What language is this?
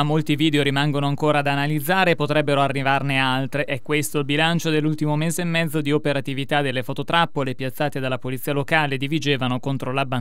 Italian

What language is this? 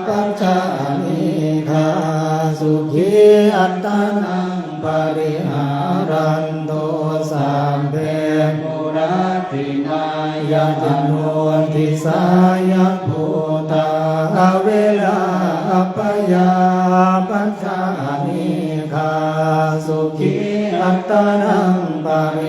Pali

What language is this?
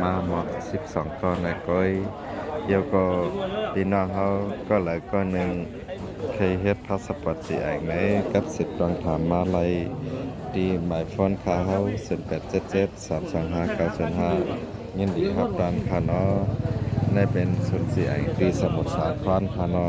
Shan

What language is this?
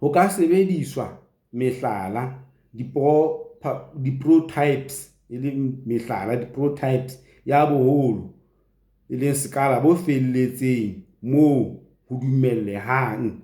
Southern Sotho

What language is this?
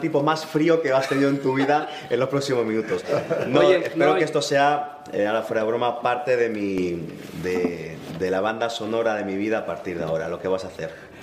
Spanish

